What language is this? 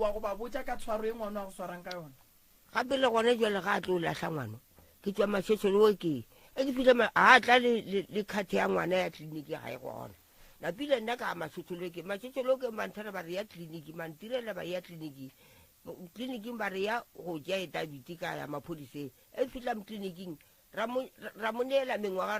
Northern Sotho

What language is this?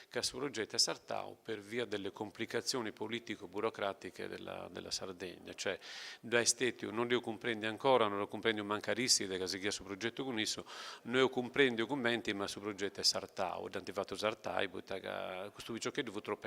Sardinian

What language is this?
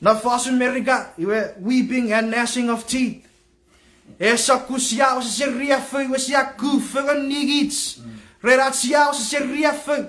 Chuukese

